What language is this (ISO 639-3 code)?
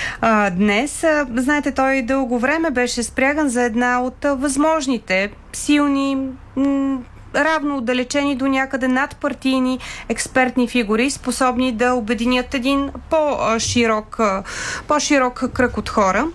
bul